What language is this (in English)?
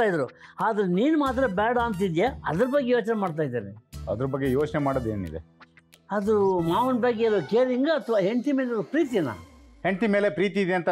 Kannada